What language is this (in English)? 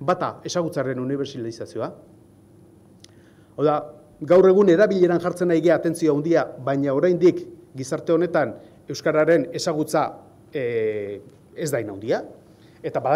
Basque